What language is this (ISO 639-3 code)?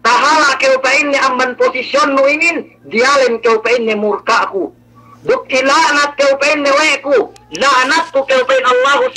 yka